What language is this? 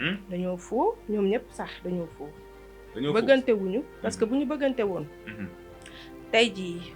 Wolof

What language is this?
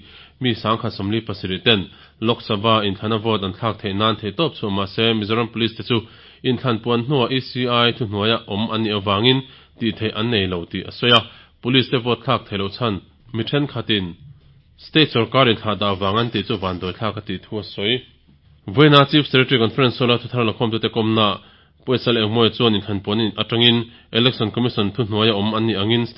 Mizo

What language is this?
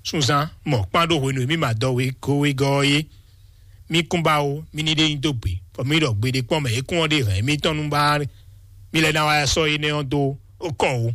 Fon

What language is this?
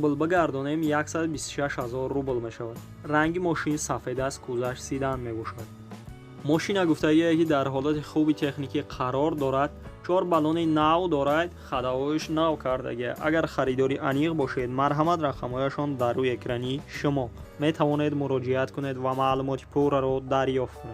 Tajik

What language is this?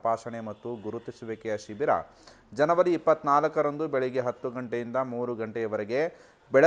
Kannada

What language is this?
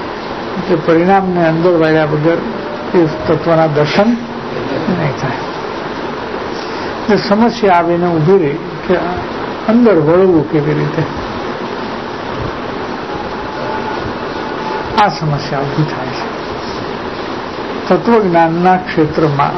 Gujarati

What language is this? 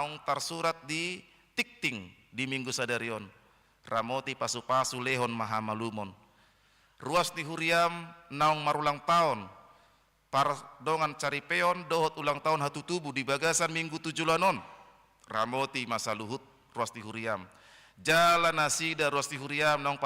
Batak Toba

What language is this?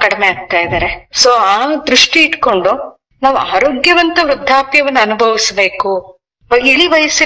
Kannada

